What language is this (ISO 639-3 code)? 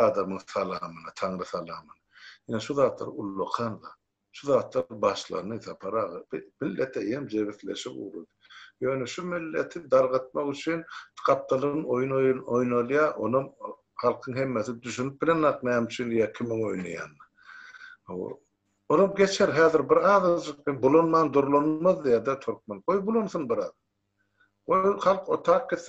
tuk